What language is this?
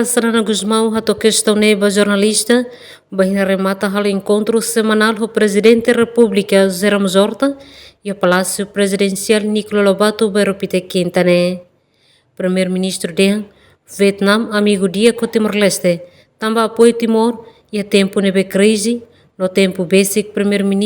Tetum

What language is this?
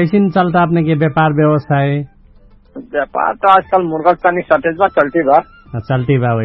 Dangaura Tharu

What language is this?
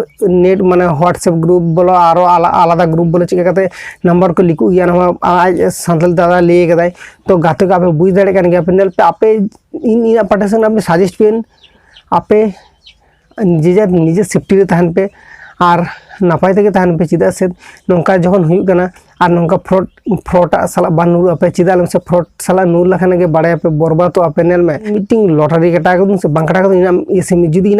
Santali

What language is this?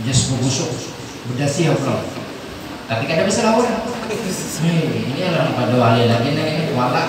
Banjar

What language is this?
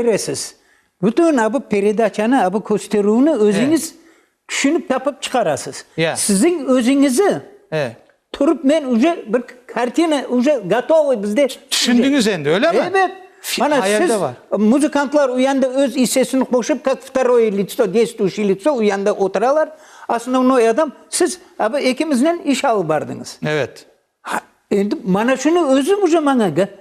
Crimean Tatar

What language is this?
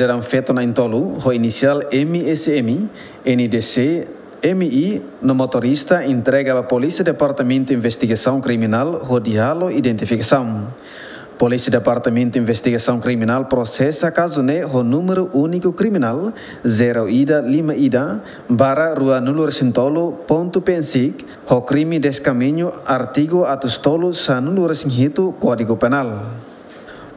Tetum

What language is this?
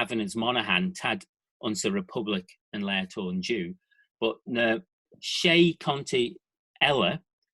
Manx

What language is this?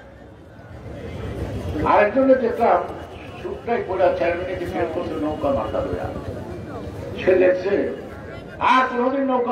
Bangla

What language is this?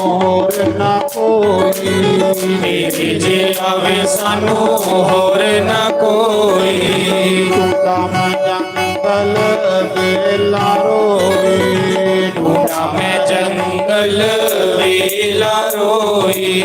Dogri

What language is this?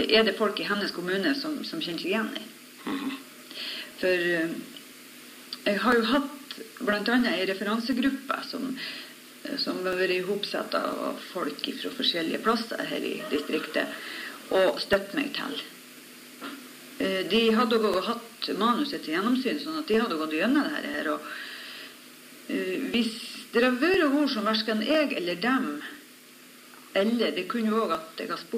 Norwegian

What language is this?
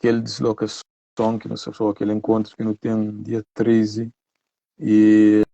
Kabuverdianu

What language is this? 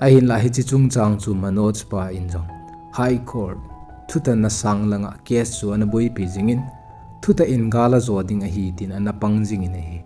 Thado Chin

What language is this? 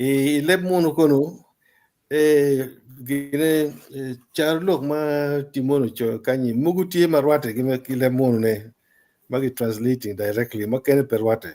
Acoli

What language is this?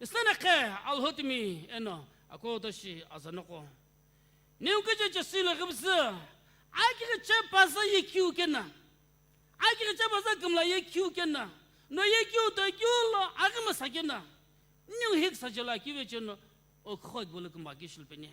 Sumi Naga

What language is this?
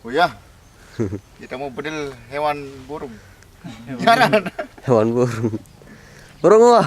Sasak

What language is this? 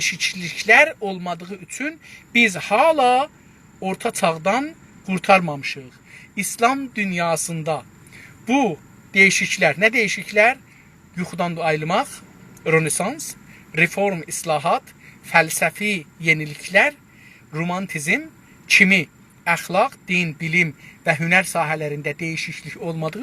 South Azerbaijani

